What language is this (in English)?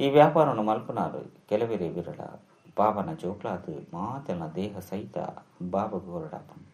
Tulu